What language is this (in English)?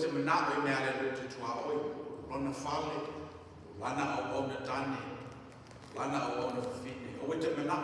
Samoan